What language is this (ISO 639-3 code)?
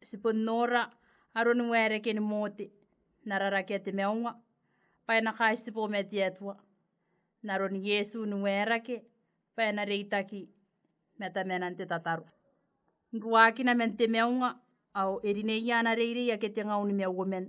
gil